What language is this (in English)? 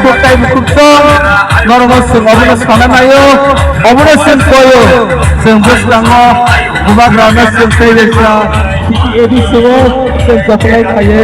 Kok Borok